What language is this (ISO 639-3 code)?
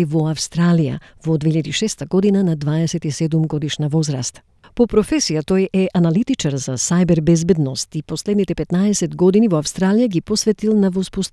mkd